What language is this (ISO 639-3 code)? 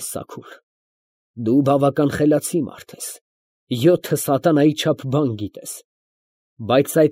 hye